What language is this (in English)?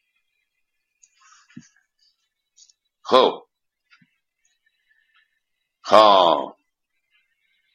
Persian